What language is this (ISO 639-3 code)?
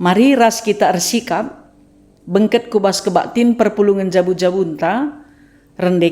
btx